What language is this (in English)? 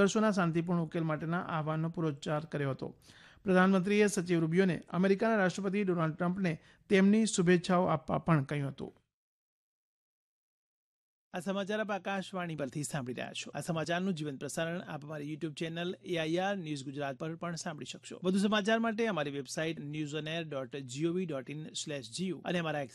Gujarati